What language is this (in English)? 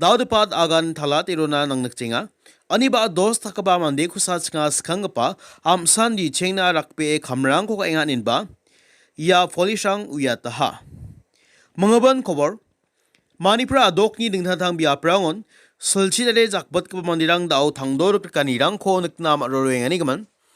Garo